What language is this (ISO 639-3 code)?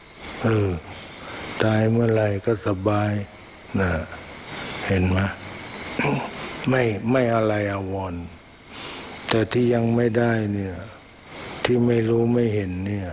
tha